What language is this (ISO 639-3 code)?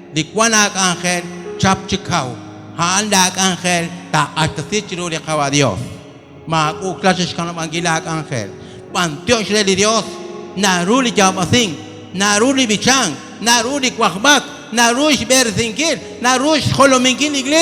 kek